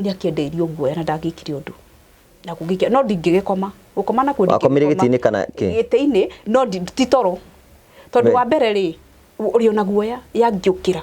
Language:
Kikuyu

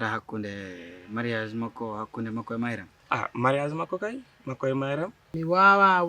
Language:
Fula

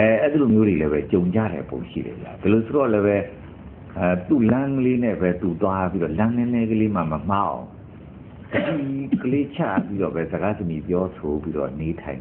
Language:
Burmese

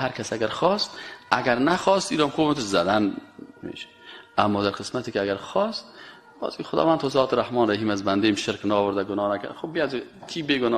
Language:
Persian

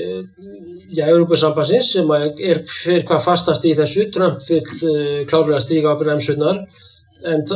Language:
Icelandic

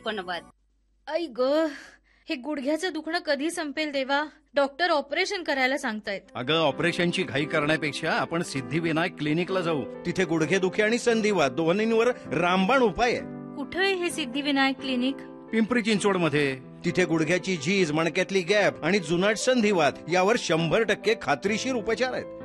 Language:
Marathi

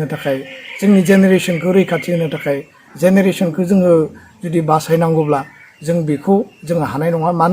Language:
Bodo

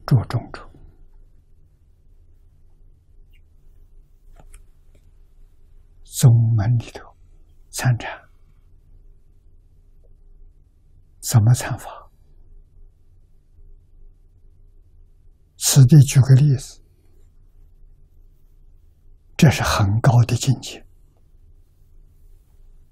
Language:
Chinese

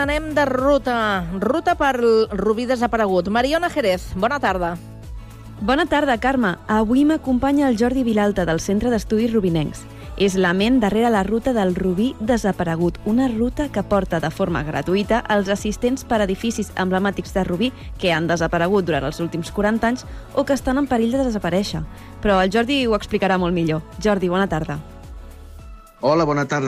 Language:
Catalan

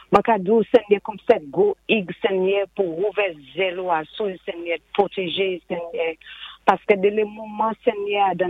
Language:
Saint Lucian Creole French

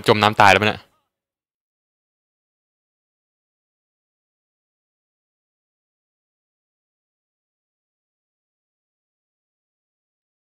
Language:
Thai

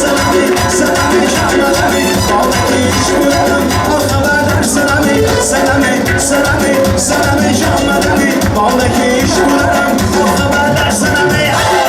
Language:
Turkmen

